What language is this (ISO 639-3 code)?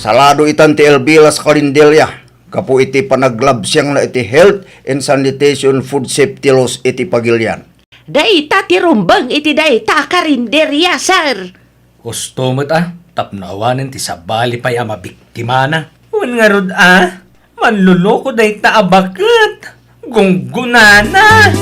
ilo